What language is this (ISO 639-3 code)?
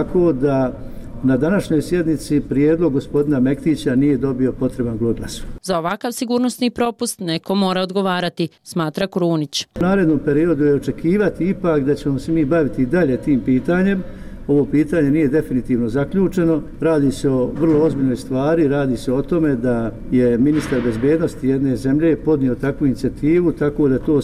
bos